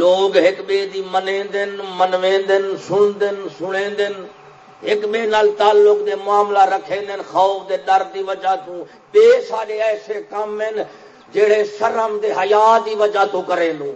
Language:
Saraiki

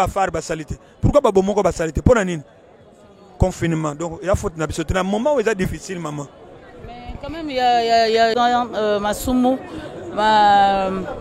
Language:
Lingala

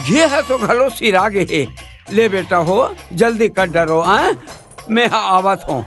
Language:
Chhattisgarhi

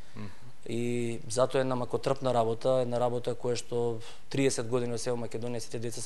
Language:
Macedonian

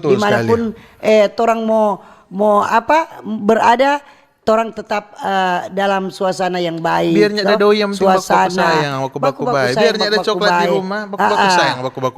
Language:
Manado Malay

